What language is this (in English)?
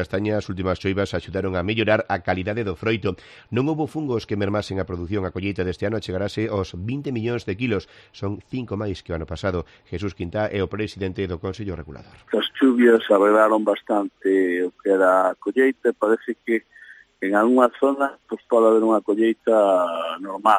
Galician